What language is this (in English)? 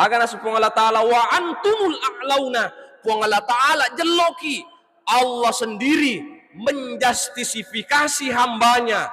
Buginese